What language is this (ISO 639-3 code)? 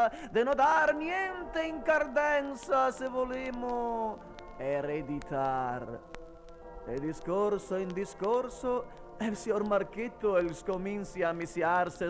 vec